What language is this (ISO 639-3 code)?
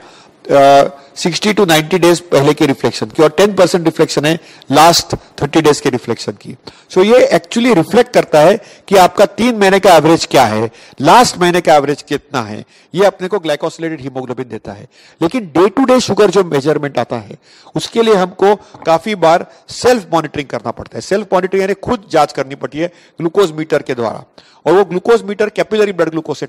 hin